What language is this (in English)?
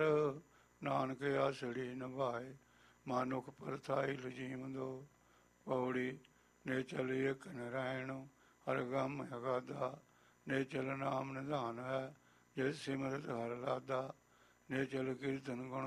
Punjabi